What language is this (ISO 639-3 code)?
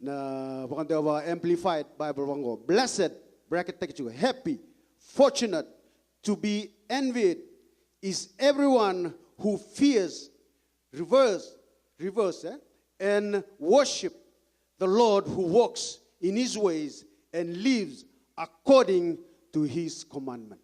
fij